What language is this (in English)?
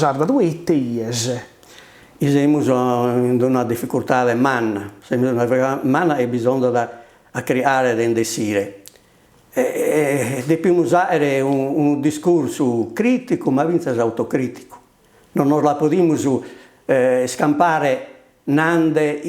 Sardinian